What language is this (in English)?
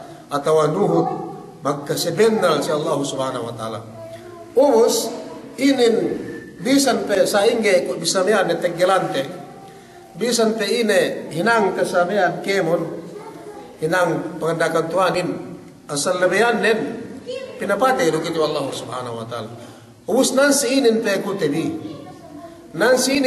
Yakan